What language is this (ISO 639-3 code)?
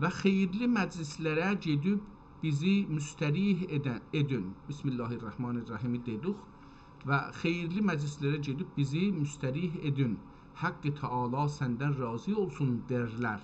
azb